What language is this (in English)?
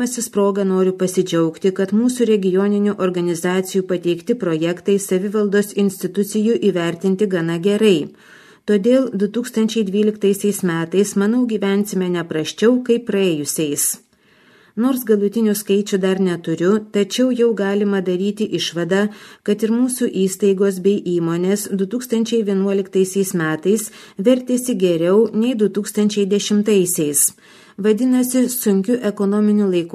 Lithuanian